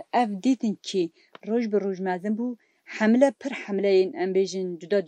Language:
Kurdish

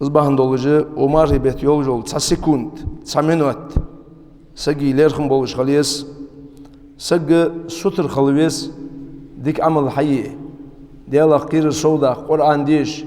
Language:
Ingush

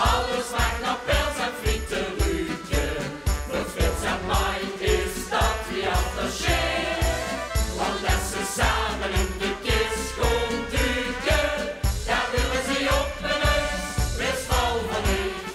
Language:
Limburgish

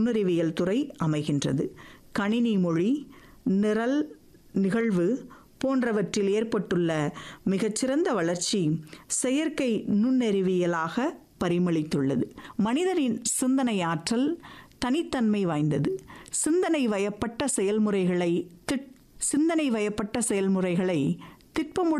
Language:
Tamil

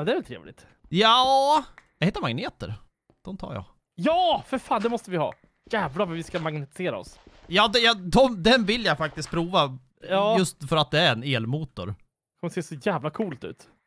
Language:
Swedish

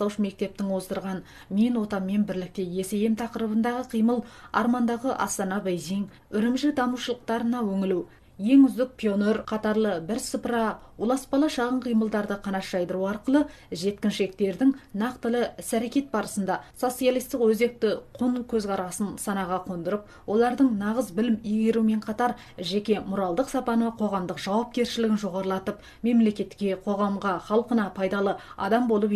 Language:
Kazakh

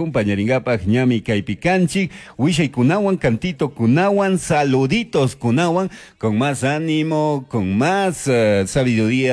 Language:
Chimborazo Highland Quichua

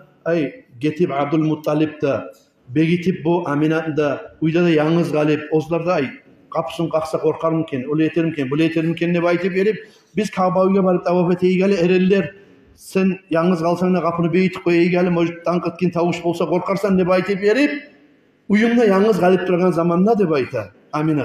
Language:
Kumyk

